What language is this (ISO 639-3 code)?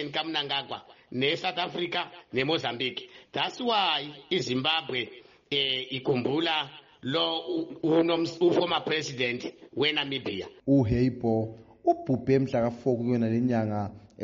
nde